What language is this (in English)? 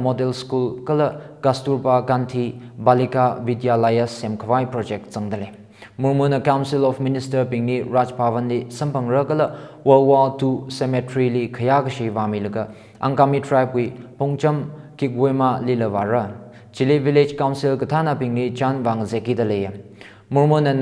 Tangkhul Naga (India)